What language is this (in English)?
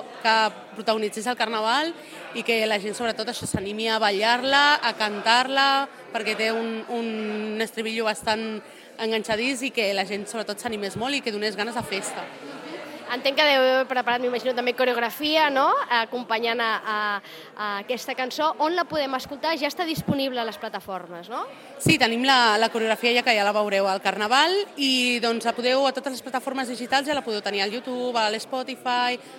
Catalan